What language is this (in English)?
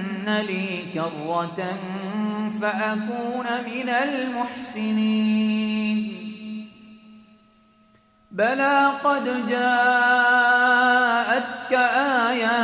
Arabic